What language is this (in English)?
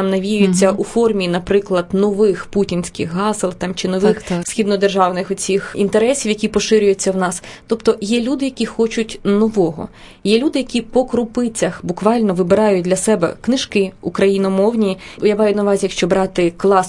Ukrainian